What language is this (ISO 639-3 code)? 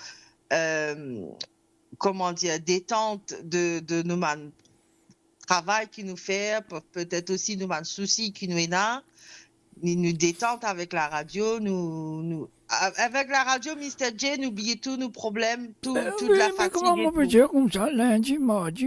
mfe